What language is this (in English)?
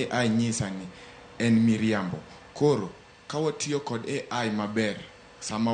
Luo (Kenya and Tanzania)